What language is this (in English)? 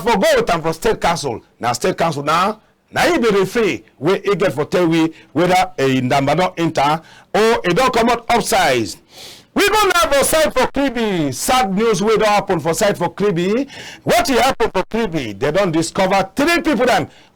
Cameroon Pidgin